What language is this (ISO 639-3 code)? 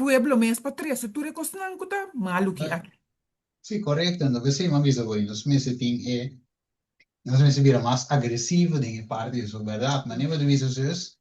pap